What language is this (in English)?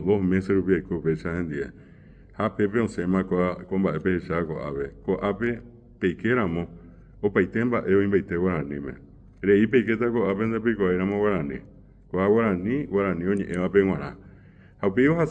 Guarani